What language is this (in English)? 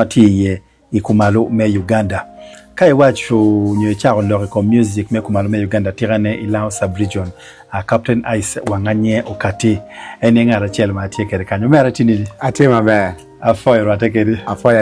Acoli